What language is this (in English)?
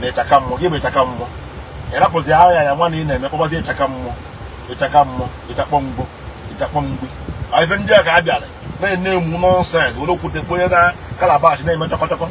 Igbo